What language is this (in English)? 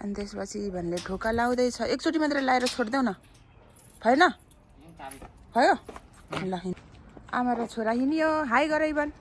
Nepali